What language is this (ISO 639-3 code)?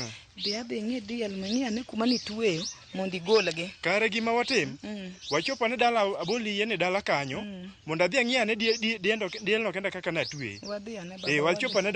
luo